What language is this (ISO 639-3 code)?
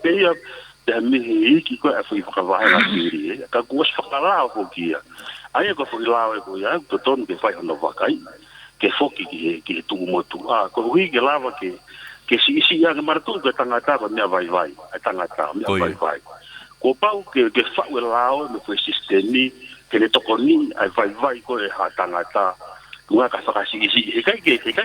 ton